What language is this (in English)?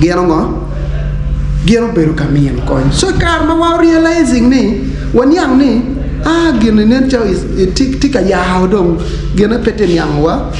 Acoli